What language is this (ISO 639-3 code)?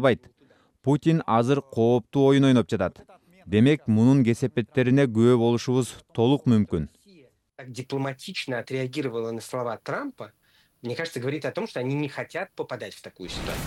kir